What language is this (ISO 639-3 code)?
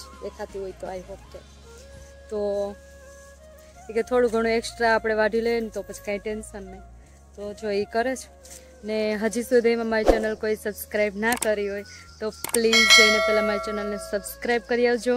guj